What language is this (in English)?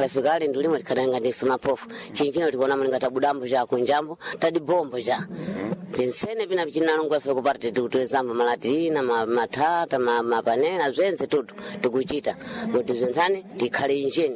Sena